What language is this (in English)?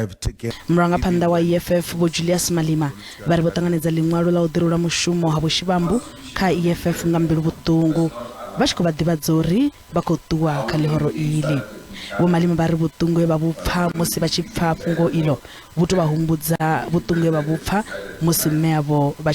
Venda